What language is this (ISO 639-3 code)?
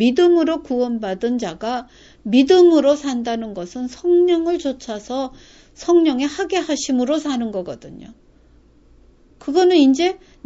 kor